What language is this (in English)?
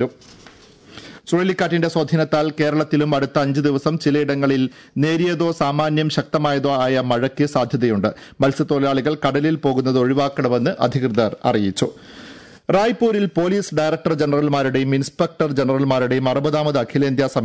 Malayalam